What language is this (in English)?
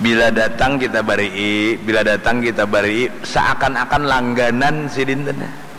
Banjar